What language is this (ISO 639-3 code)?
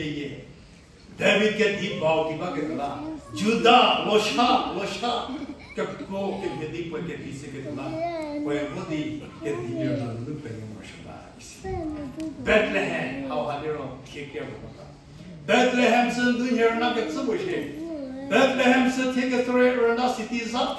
njm